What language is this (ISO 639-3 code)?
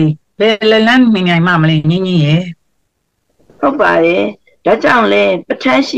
mya